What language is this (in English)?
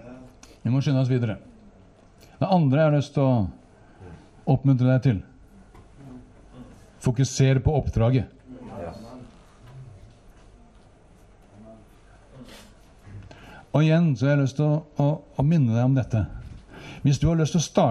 Norwegian